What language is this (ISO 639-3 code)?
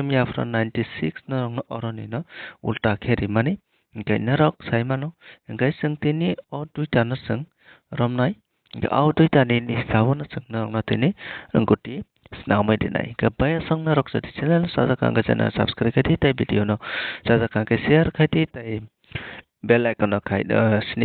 trp